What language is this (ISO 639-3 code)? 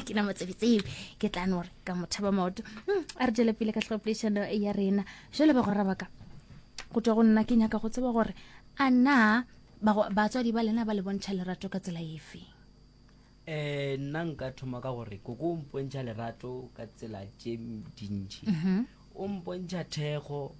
nso